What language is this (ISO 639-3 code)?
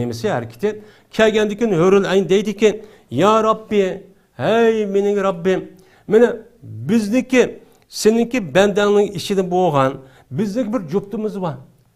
uig